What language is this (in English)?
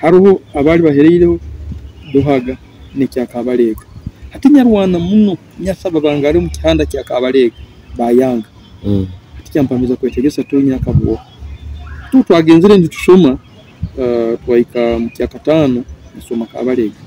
Nyoro